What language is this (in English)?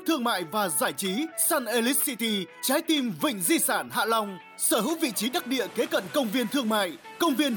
Vietnamese